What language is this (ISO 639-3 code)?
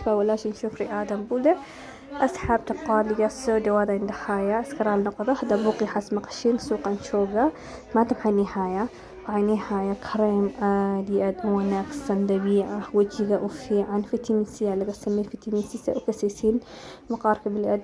som